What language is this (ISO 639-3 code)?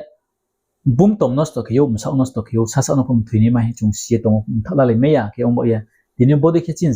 ria